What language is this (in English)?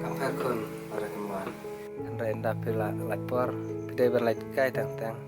Khasi